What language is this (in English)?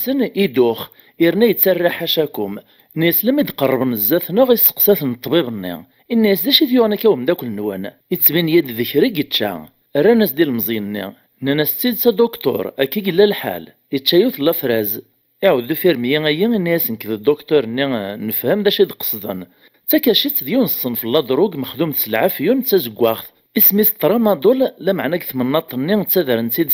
Kabyle